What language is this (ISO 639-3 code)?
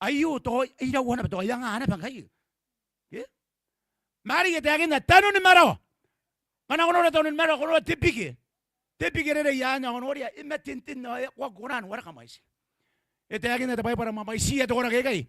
gil